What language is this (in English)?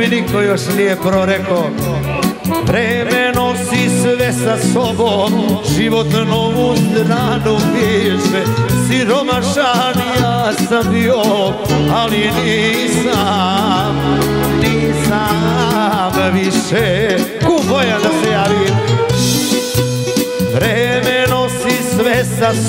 Serbian